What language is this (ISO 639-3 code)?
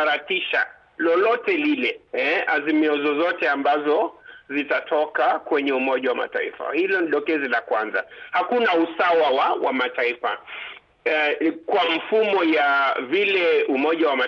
swa